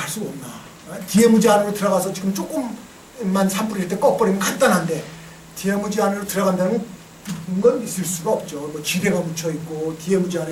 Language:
Korean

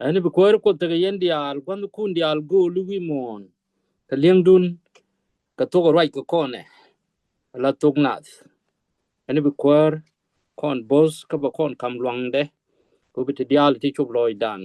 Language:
Nuer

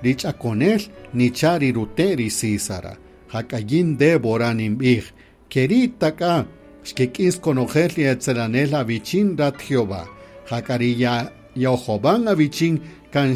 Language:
Kaqchikel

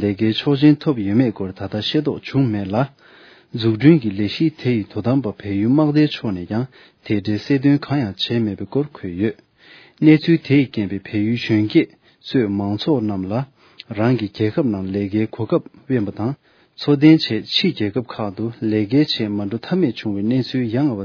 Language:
Tibetan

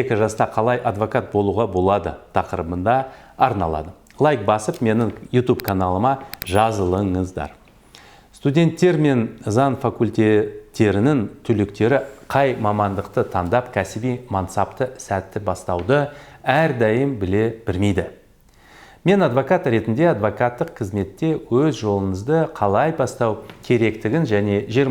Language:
Kazakh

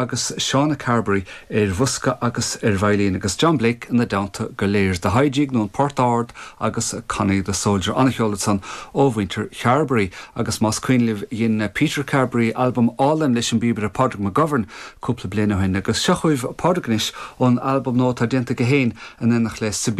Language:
Irish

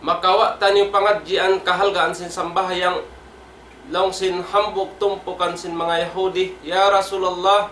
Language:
Tausug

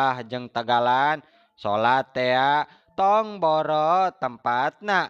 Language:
Sundanese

